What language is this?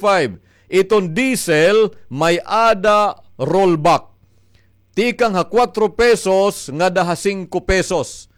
Waray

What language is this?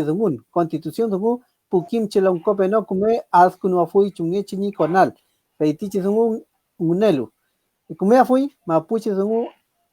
Mapuche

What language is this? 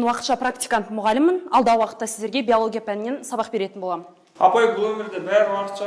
Kazakh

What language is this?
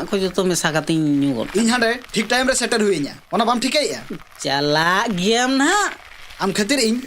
Santali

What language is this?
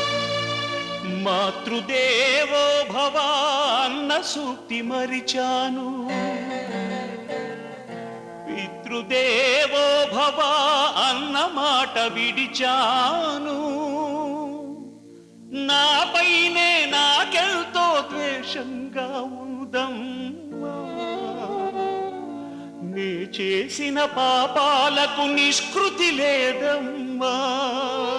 Telugu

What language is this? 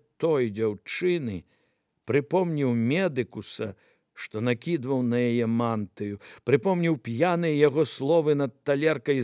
Belarusian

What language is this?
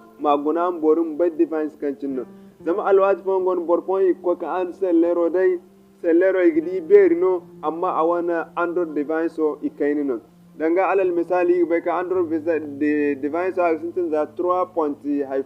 Zarma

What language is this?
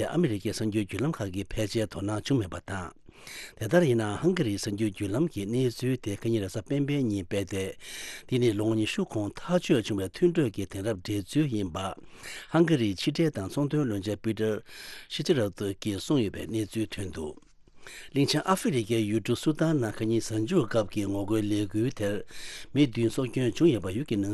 Tibetan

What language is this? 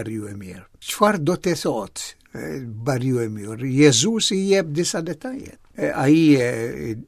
Albanian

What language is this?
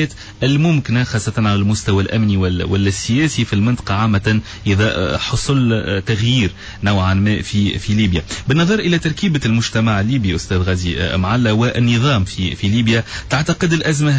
Tunisian Arabic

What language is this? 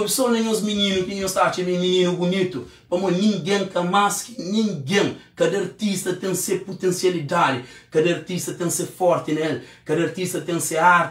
Kabuverdianu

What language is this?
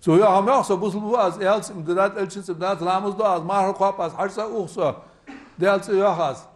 Ingush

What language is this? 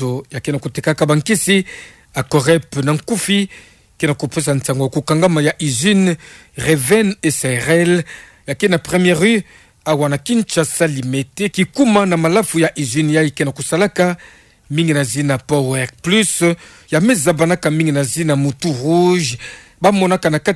Kituba (Democratic Republic of Congo)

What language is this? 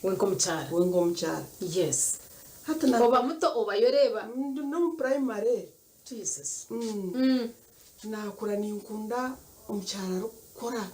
Nyankole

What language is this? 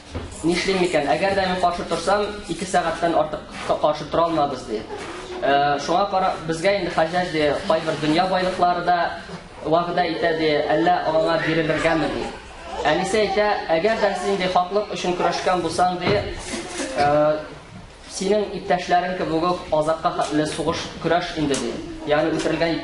Tatar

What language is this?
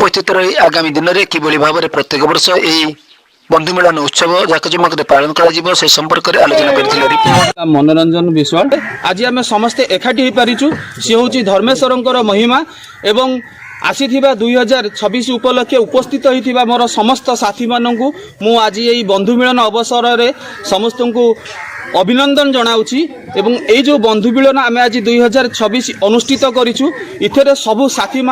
Odia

